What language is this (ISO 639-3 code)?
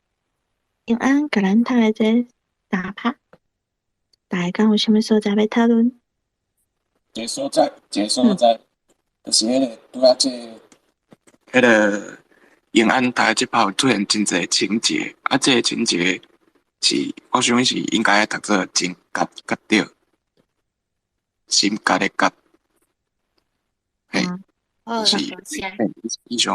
nan